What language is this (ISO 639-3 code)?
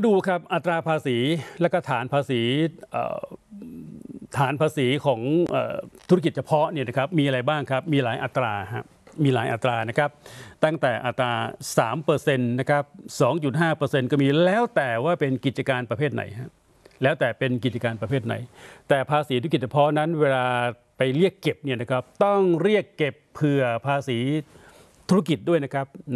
tha